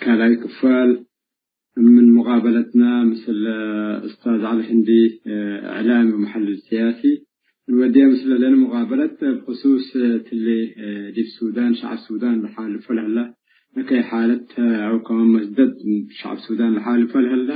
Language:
Tigre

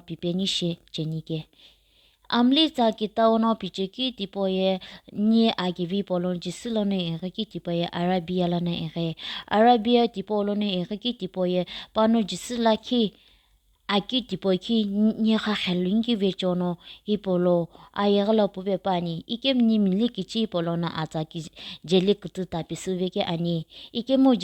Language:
Sumi Naga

